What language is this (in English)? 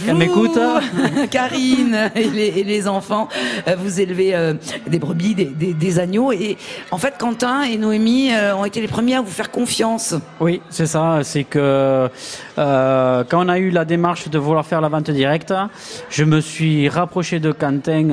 French